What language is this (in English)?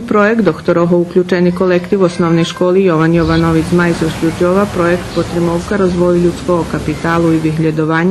Rusyn